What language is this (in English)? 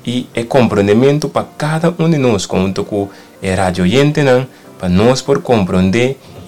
Papiamento